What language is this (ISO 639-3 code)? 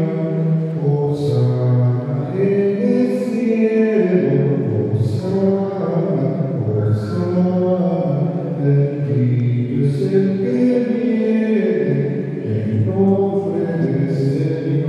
spa